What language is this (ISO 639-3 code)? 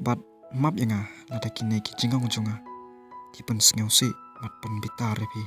kha